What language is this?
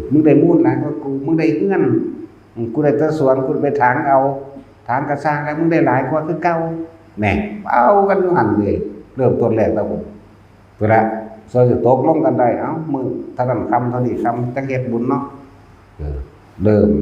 Northeastern Thai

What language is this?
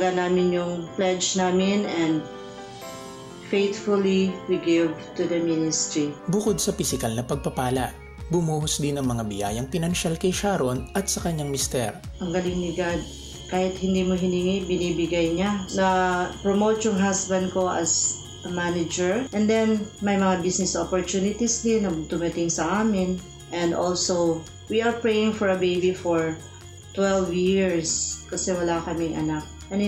Filipino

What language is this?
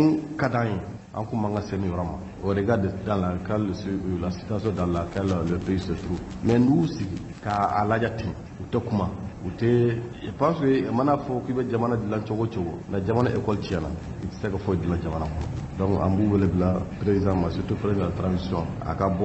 Bambara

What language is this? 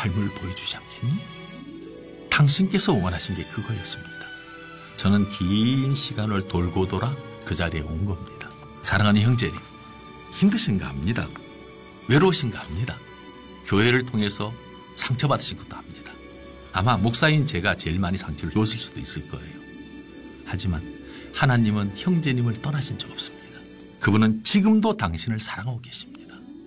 Korean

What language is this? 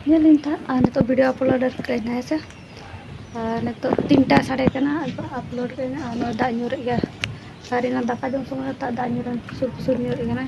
Santali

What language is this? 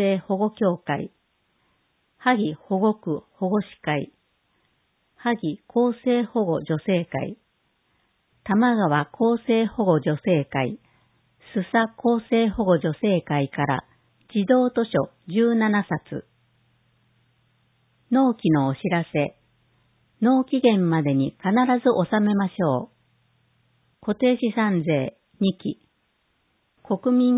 Japanese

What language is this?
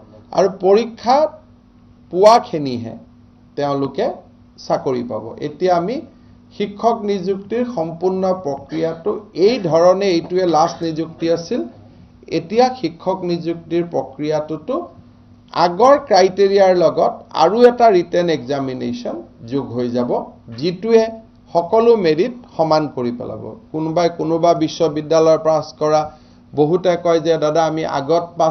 Assamese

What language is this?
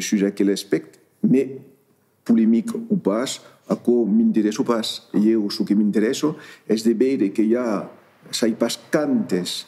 Occitan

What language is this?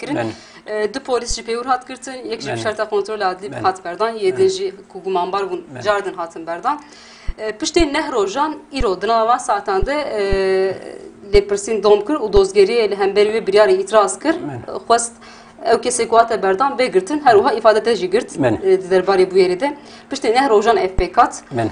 Kurdish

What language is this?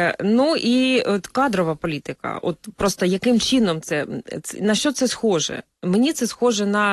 Ukrainian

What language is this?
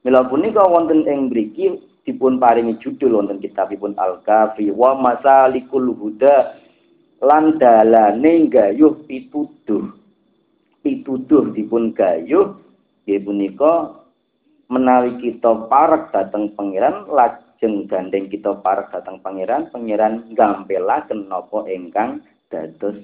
Javanese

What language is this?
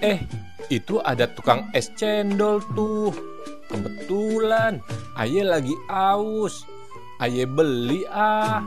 Betawi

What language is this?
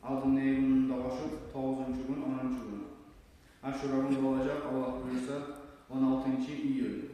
Kumyk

